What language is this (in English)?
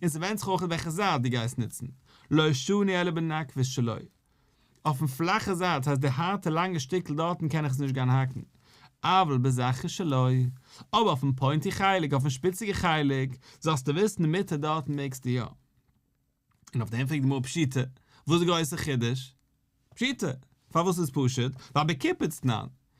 Yiddish